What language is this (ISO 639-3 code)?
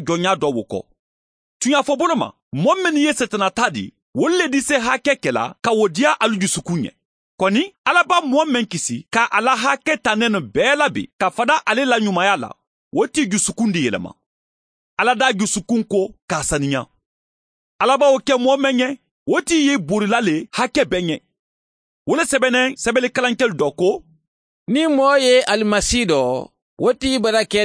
man